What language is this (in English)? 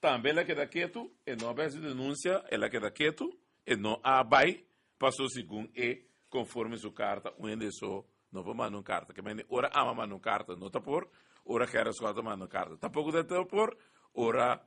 Papiamento